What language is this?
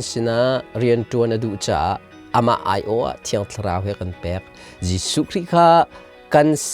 Hakha Chin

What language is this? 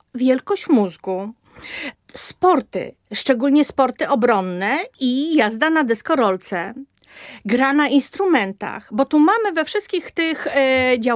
Polish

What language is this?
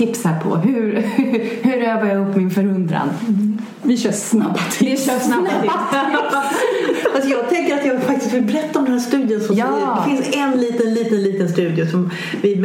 Swedish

